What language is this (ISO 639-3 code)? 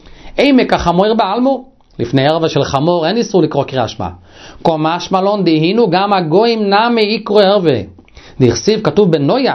heb